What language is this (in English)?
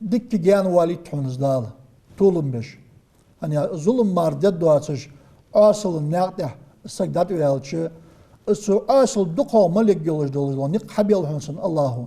Ingush